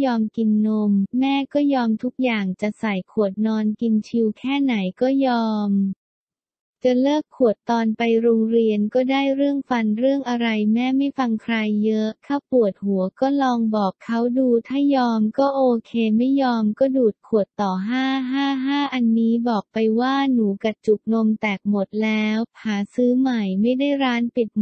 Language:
Thai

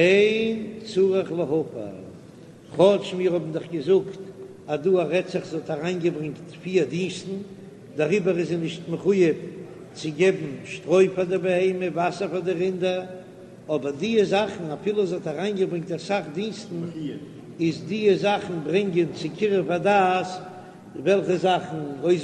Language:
Yiddish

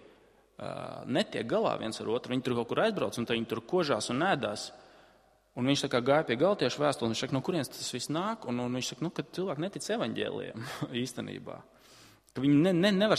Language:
Latvian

